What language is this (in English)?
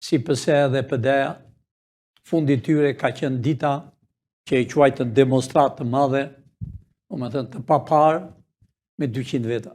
Albanian